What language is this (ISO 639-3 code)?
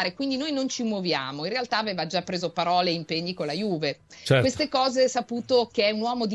ita